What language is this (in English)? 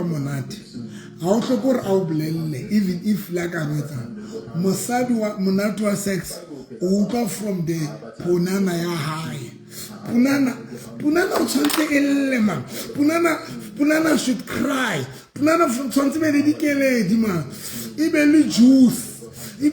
Southern Sotho